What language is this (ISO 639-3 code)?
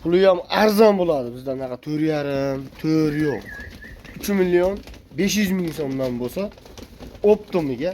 uzb